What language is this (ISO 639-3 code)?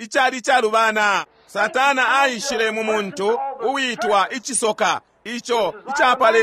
bem